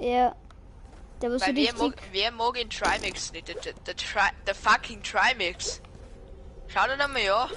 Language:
Bavarian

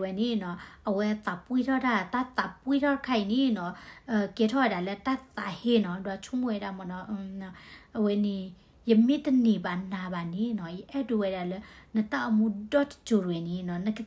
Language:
S'gaw Karen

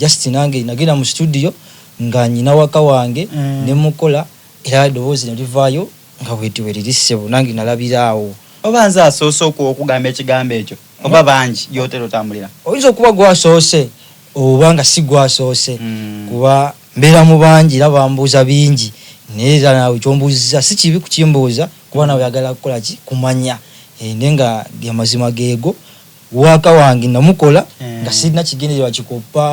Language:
Soga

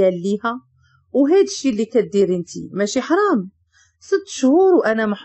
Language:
Moroccan Arabic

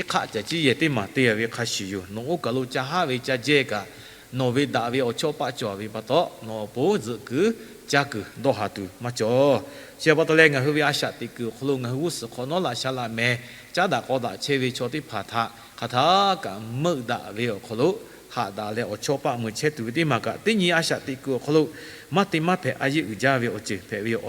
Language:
Lahu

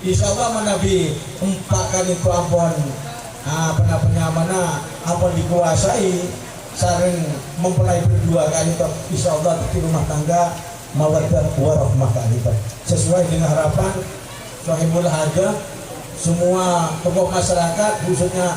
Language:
Madurese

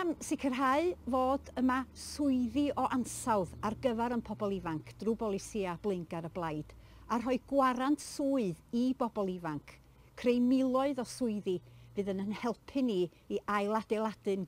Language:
Welsh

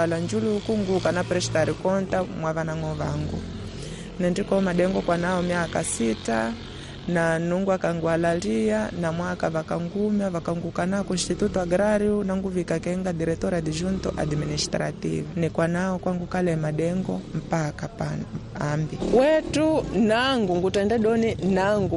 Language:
Makonde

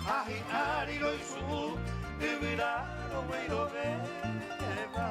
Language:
Guarani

